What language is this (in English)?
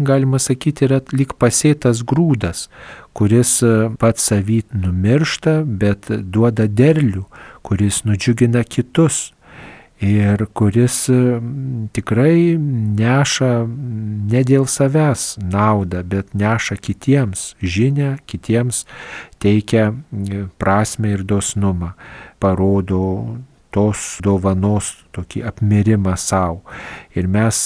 Lithuanian